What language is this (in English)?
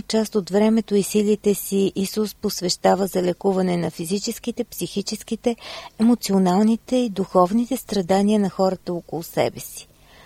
Bulgarian